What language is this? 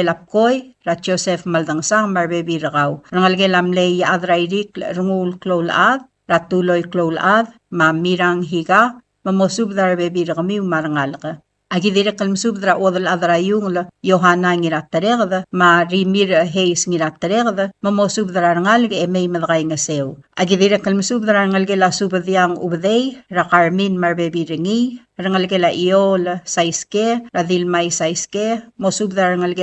Palauan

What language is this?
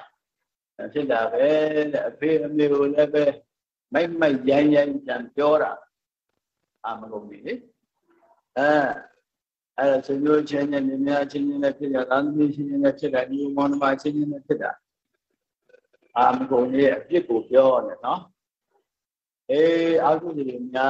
Burmese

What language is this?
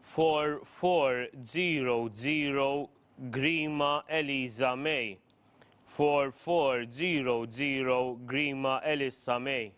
English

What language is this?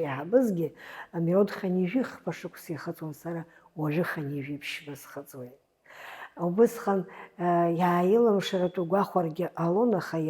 Abkhazian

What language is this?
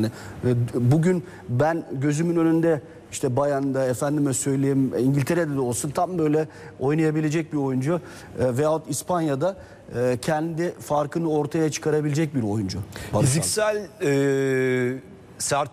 Turkish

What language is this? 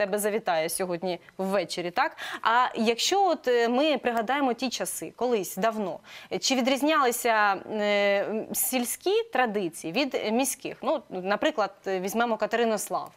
Ukrainian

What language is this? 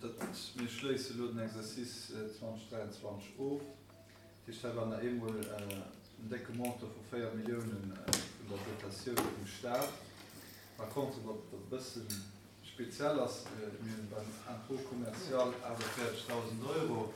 Luxembourgish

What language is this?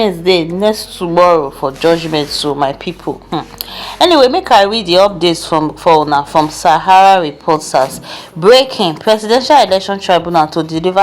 Nigerian Pidgin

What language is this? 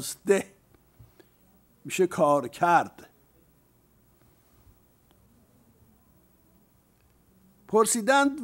Persian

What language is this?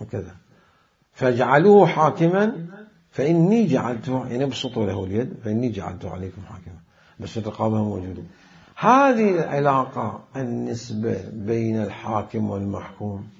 Mesopotamian Arabic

